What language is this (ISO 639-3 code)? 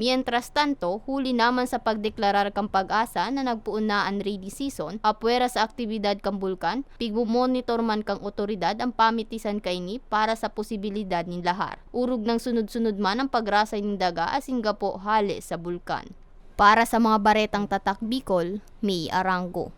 bik